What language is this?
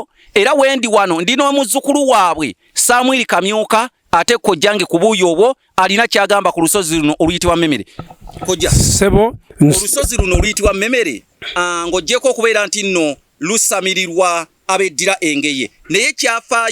Ganda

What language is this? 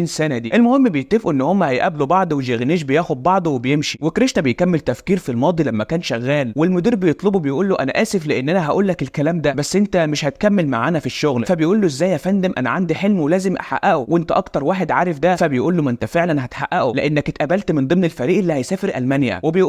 Egyptian Arabic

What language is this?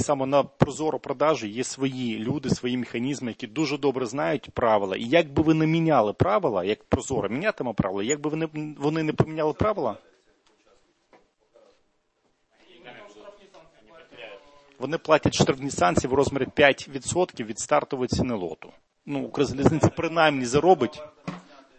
Ukrainian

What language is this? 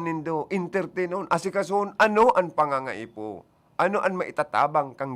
Bikol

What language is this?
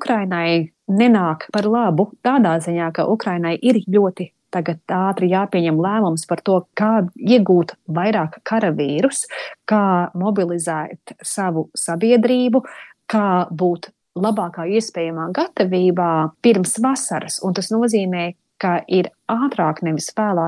Latvian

